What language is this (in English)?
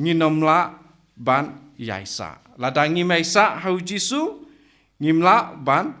Khasi